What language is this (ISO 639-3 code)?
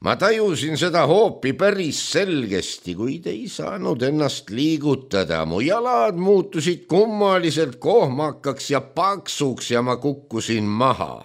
est